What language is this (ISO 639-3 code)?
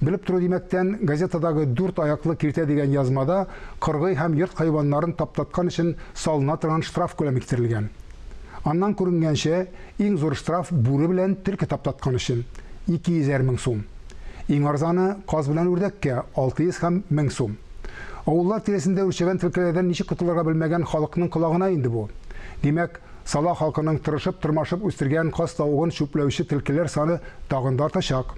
tat